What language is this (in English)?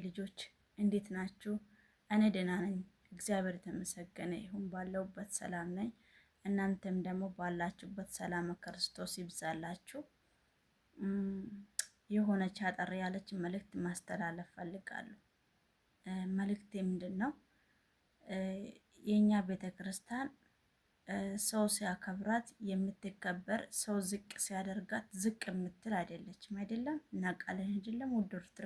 Amharic